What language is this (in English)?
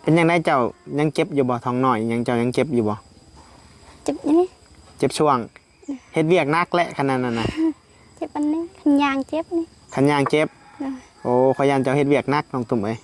Northeastern Thai